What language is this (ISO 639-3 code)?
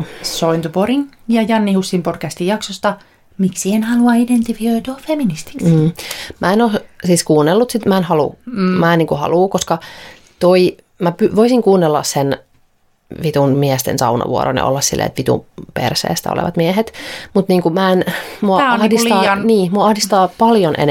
fin